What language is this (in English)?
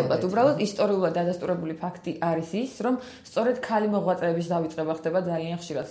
Georgian